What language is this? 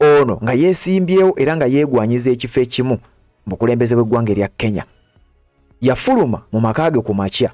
Ganda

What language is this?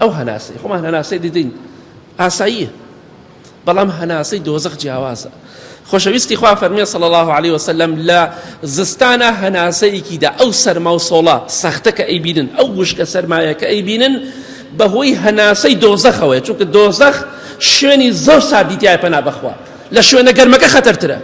Central Kurdish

